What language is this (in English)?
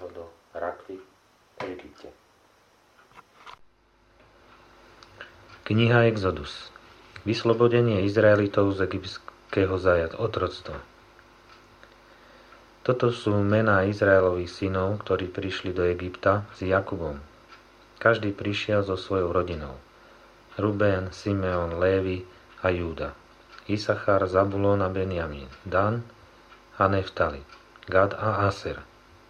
Slovak